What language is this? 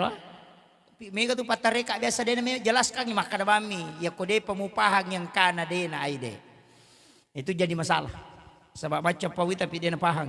Buginese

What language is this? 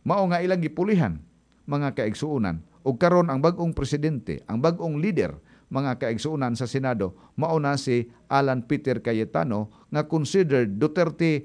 Cebuano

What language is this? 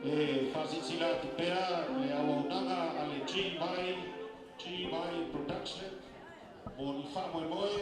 Samoan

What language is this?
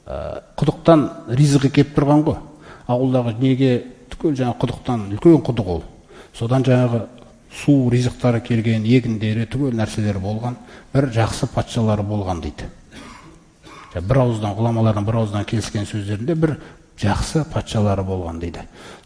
Kazakh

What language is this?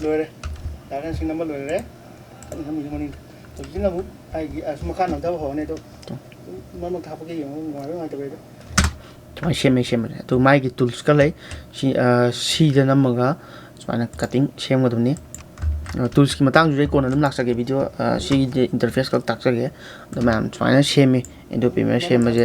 Manipuri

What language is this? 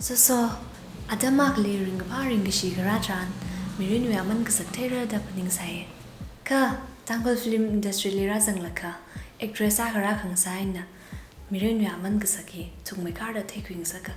Tangkhul Naga (India)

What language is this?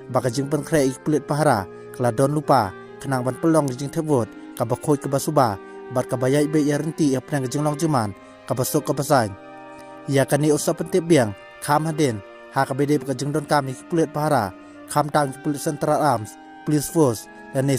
Khasi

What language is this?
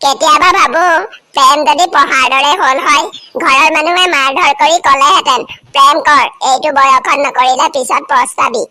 Assamese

